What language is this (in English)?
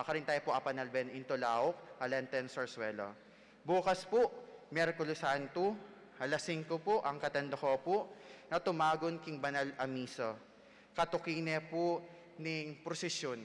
Pampanga